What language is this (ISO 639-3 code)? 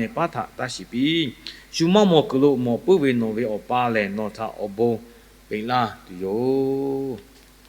lhu